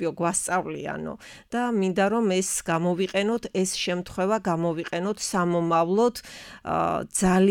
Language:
Georgian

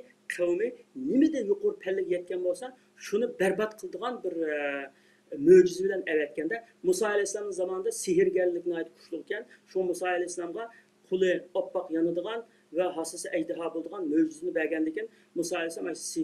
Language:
Uyghur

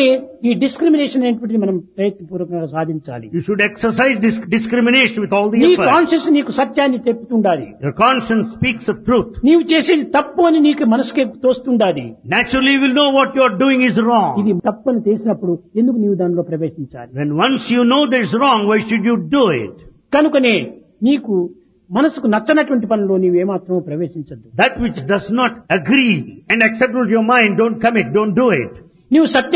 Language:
Telugu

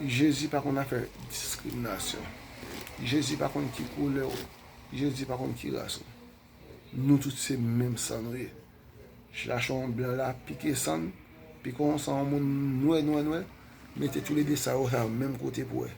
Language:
Haitian Creole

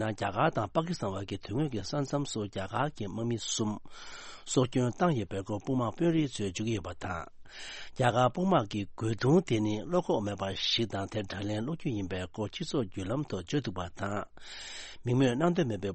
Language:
Tibetan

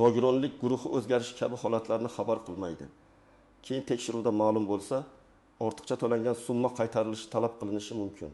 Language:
Uzbek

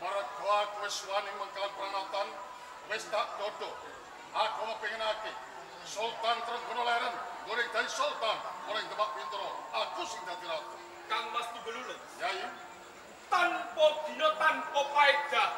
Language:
Javanese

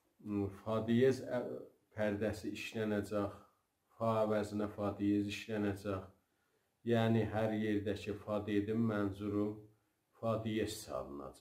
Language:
South Azerbaijani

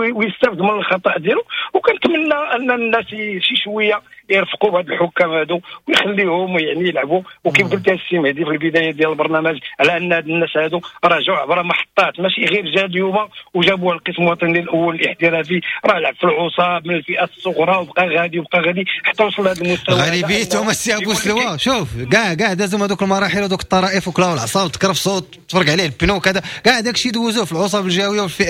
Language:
Moroccan Arabic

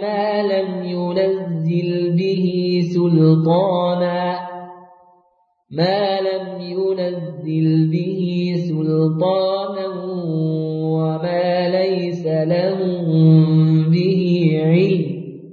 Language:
Arabic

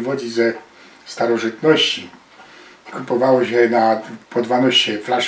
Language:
Silesian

